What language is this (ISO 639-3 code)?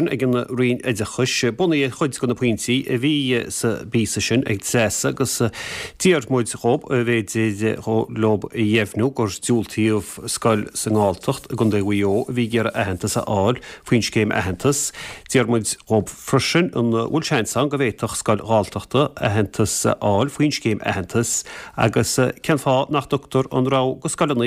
gle